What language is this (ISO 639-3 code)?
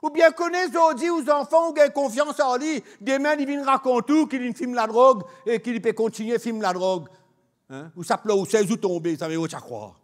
mfe